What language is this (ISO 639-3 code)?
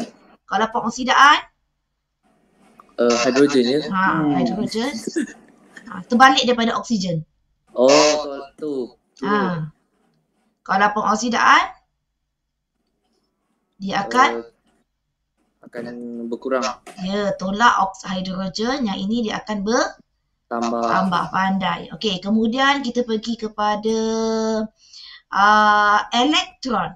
msa